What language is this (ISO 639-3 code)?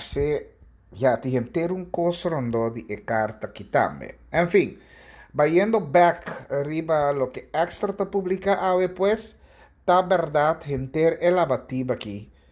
pap